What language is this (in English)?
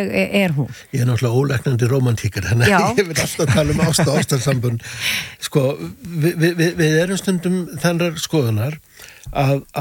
Icelandic